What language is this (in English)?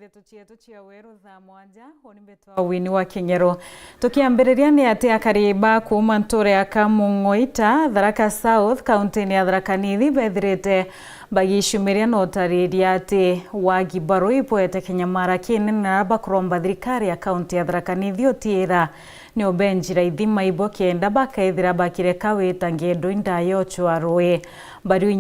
Meru